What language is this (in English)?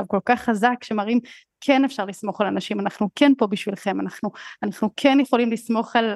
Hebrew